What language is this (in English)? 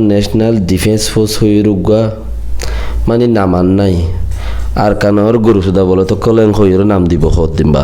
Rohingya